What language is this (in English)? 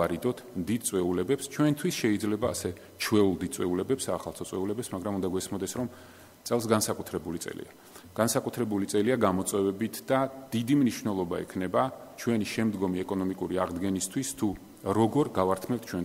Georgian